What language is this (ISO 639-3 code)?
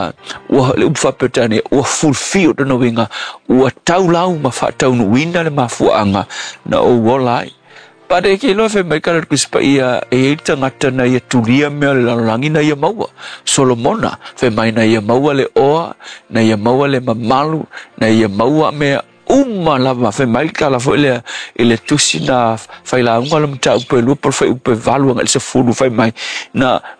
smo